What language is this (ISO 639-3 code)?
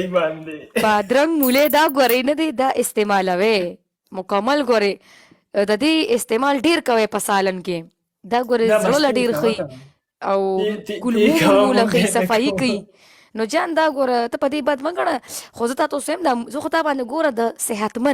pus